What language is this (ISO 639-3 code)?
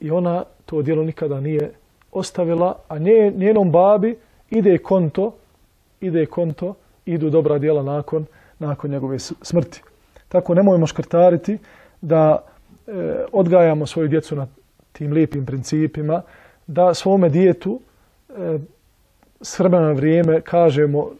bos